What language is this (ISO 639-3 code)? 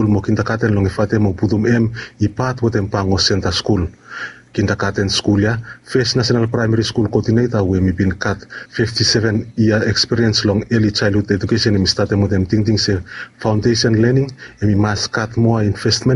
bis